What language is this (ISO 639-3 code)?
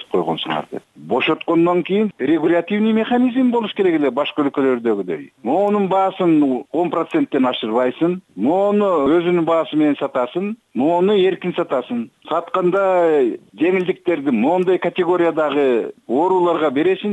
kir